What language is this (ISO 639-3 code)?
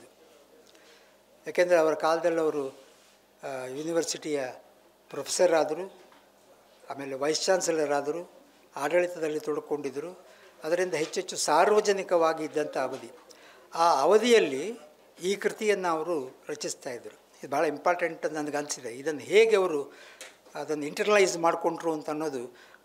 kan